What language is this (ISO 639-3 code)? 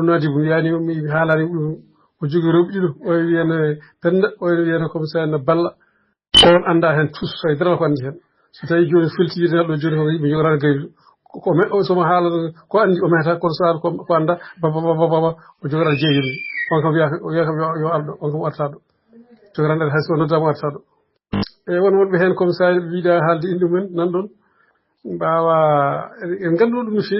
ful